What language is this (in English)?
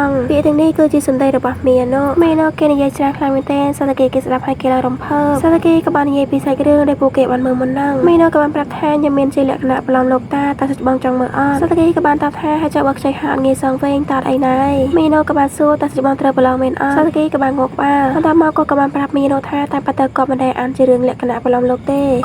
Khmer